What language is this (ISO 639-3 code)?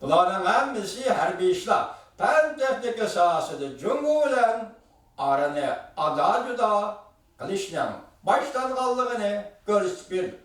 uig